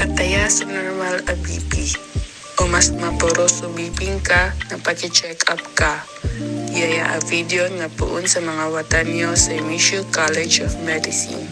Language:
Cebuano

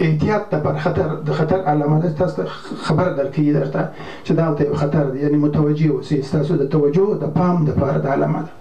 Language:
Pashto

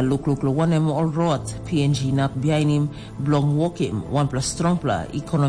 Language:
Tok Pisin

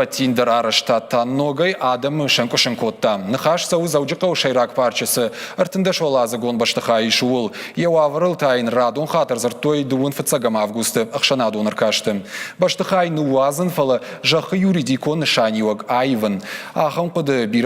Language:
Ossetic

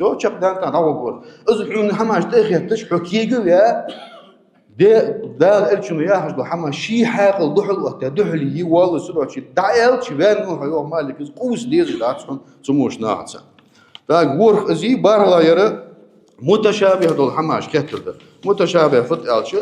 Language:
Ingush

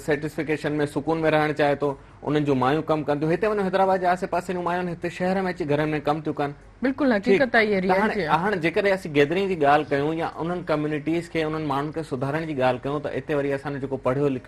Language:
Sindhi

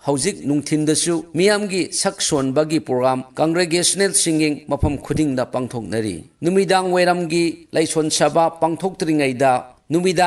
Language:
Manipuri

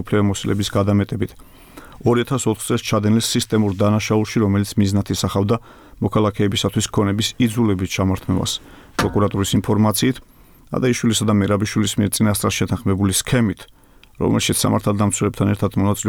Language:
Georgian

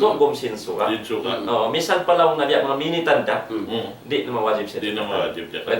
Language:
Tausug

